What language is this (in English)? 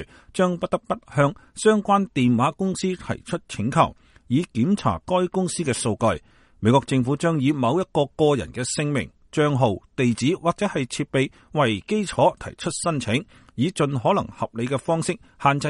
Cantonese